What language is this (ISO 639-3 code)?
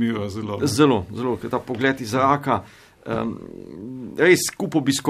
slv